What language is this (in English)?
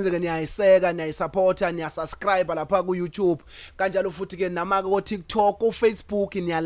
Zulu